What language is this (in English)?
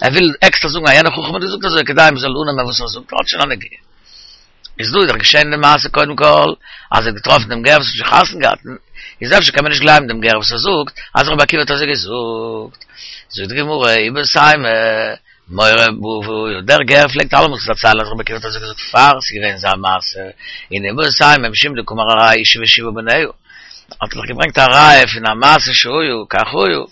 Yiddish